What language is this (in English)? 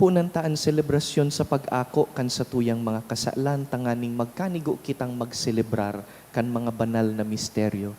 Bikol